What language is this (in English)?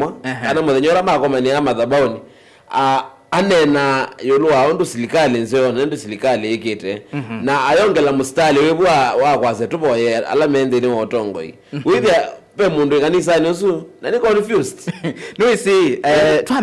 Kamba